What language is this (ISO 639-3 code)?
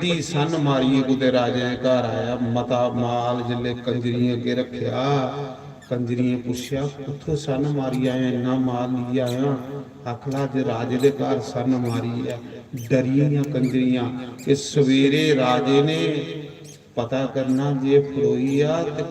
doi